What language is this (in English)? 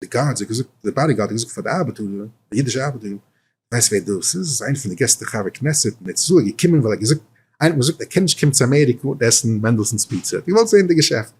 Yiddish